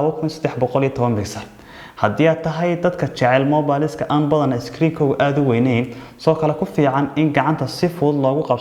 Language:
Somali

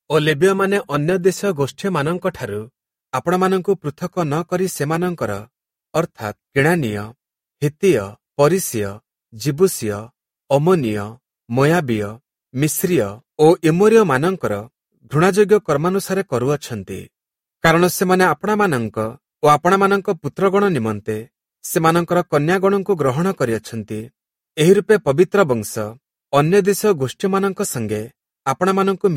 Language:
Odia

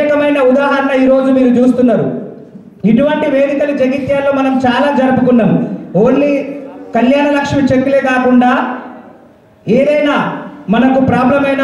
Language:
Telugu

